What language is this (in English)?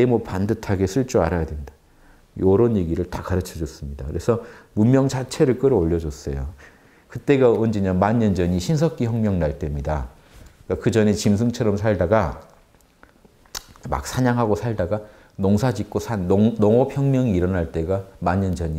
Korean